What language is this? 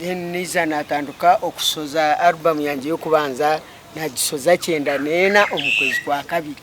Nyankole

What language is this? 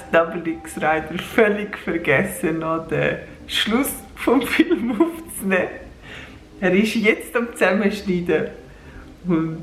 Swiss German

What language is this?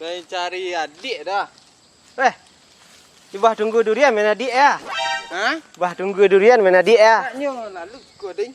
Minangkabau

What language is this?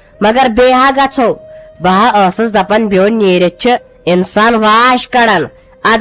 Kashmiri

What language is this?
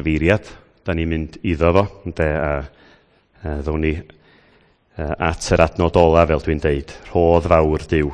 Welsh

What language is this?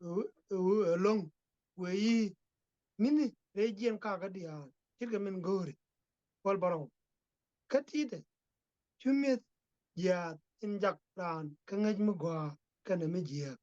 Nuer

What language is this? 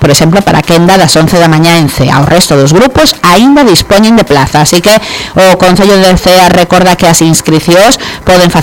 Galician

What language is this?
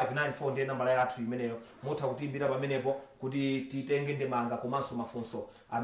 Nyanja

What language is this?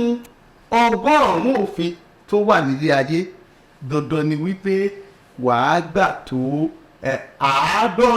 Yoruba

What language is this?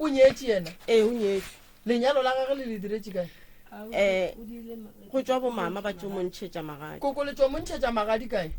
Northern Sotho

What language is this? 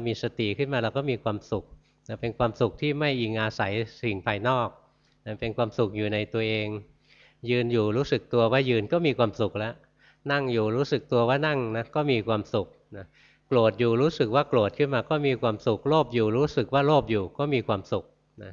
Thai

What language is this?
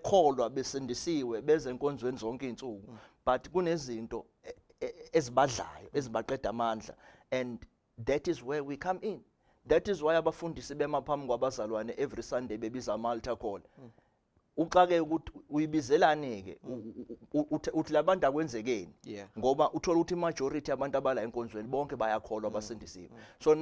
Zulu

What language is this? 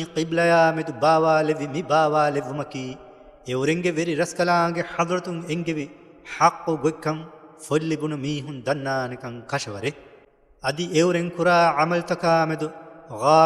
Divehi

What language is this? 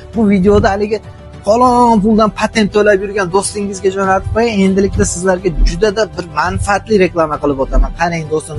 Uzbek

